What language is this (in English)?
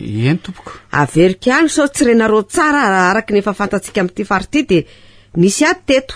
Malagasy